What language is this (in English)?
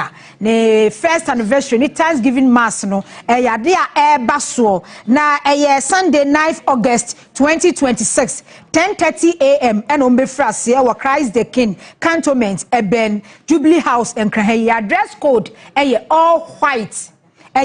Akan